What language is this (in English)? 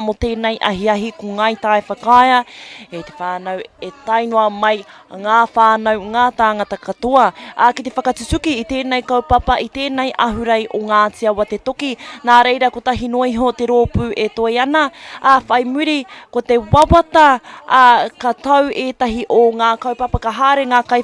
Māori